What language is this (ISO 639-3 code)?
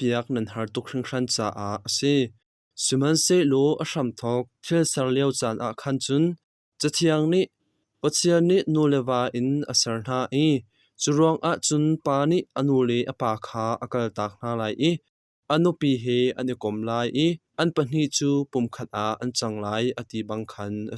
cnh